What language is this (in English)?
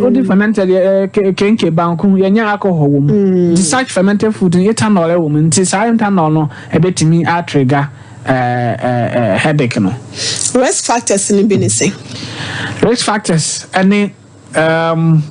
Akan